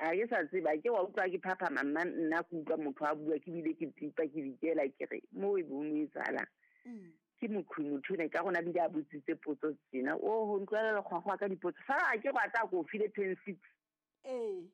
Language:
Southern Sotho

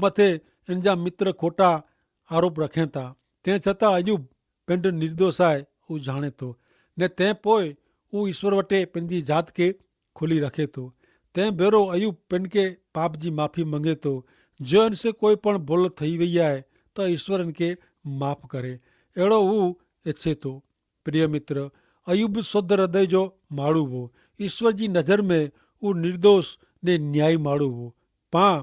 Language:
Kachhi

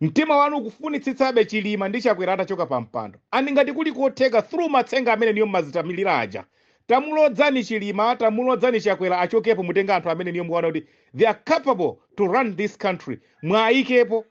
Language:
Nyanja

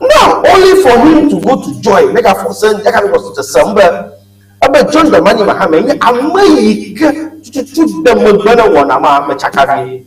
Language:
Ewe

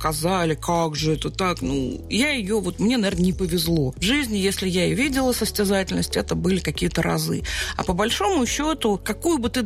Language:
Russian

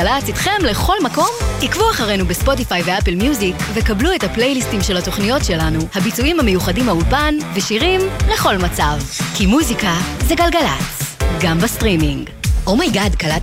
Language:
Hebrew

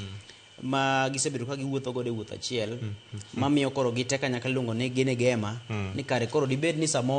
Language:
Luo (Kenya and Tanzania)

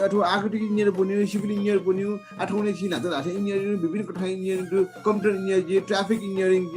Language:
Newari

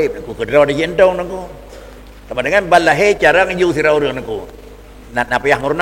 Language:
Achinese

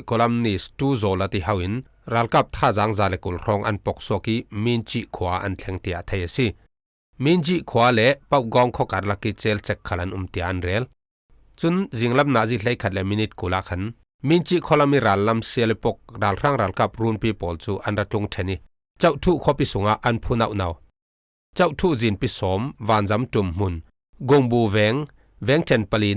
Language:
Falam Chin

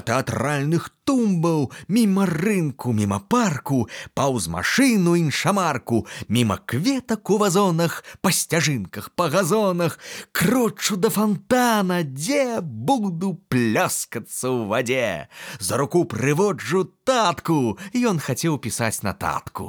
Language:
Belarusian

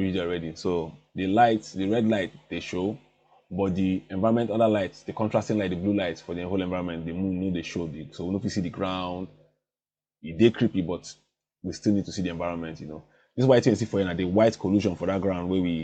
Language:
Nigerian Pidgin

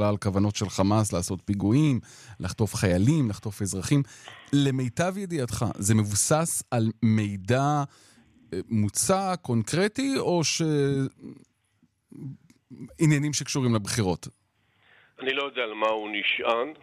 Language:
Hebrew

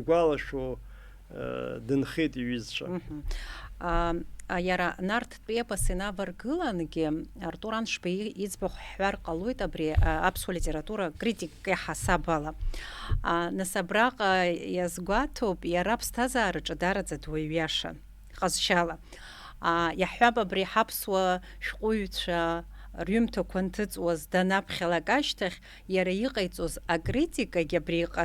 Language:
Abkhazian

